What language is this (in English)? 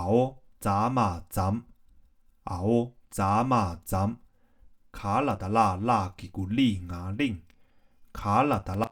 Tibetan